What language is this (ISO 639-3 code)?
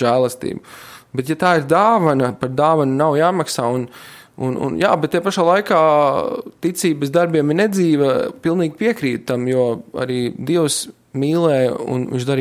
lav